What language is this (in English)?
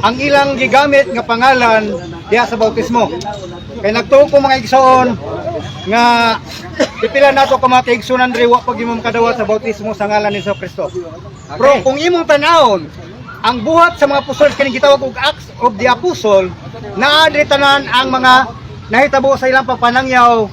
Cebuano